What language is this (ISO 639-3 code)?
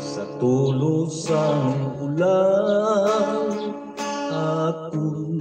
hil